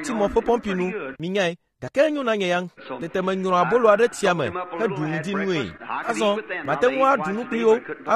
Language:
Ewe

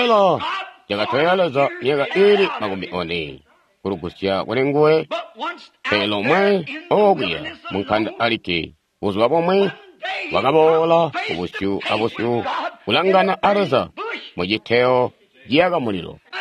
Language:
Tonga (Zambia)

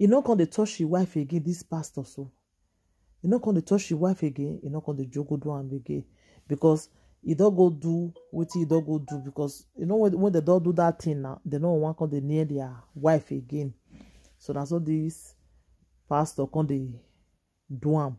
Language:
Nigerian Pidgin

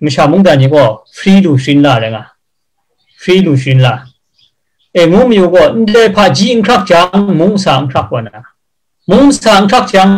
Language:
Kachin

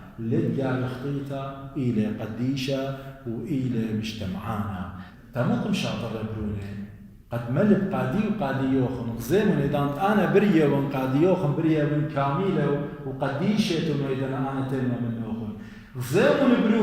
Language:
Assyrian Neo-Aramaic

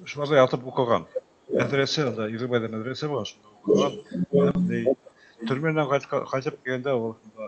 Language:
Bashkir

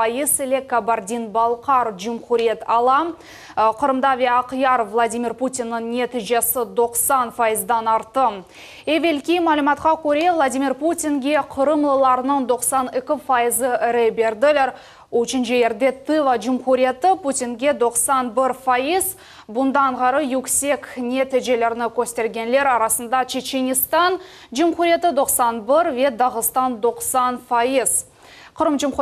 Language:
Crimean Tatar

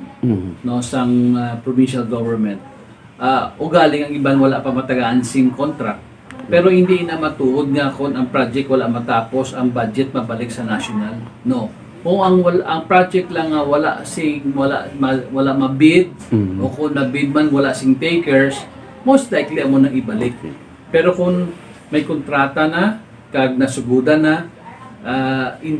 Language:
Hiligaynon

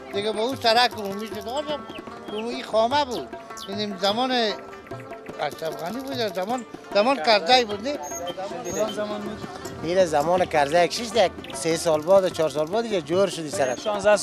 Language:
Persian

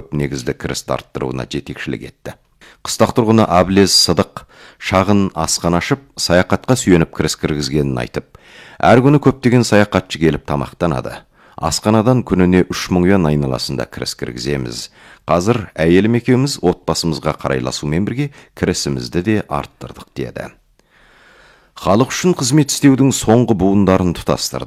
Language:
Kazakh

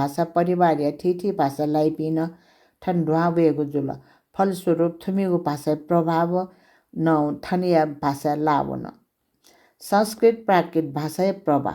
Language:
Newari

